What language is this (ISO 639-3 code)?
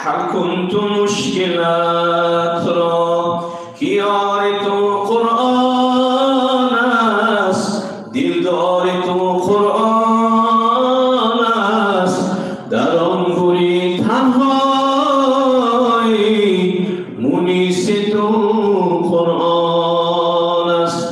tgk